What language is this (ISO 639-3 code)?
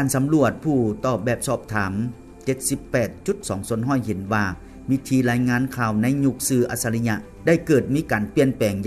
lao